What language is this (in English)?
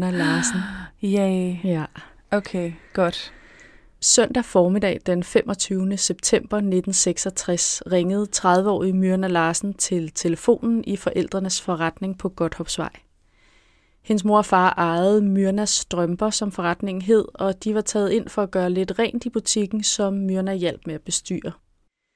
Danish